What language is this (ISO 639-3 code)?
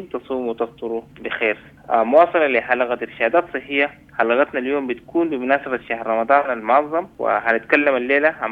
apd